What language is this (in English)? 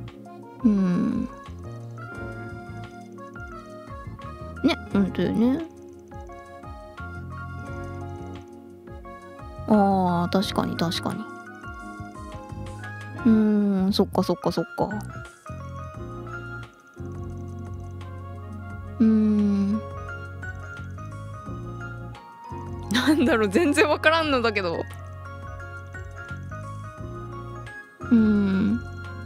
Japanese